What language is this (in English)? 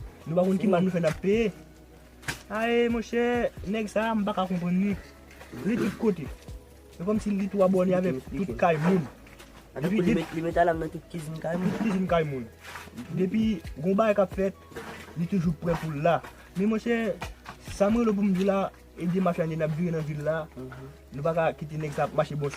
Haitian Creole